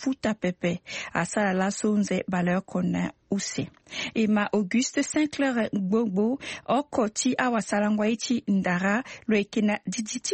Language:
Sango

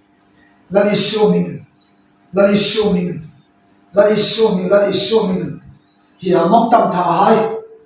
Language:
Hmar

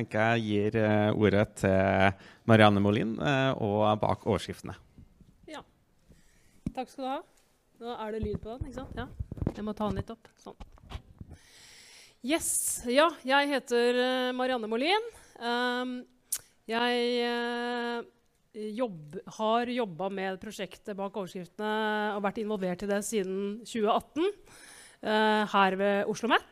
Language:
Norwegian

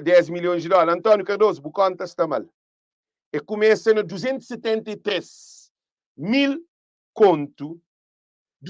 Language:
Kabuverdianu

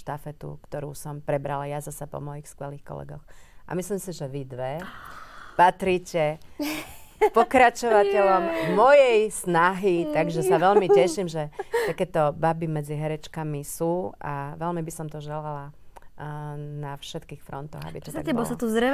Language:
Slovak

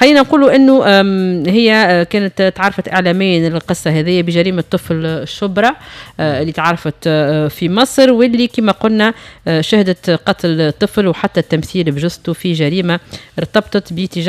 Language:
Tunisian Arabic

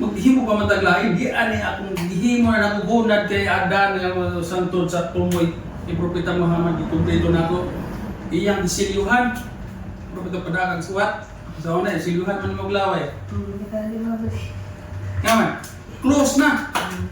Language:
Cebuano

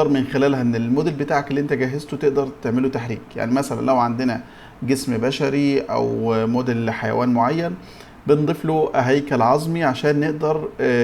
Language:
Egyptian Arabic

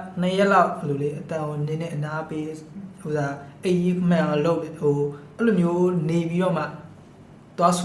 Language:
Burmese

